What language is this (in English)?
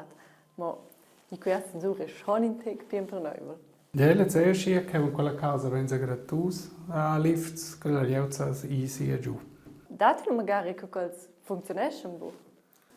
Romansh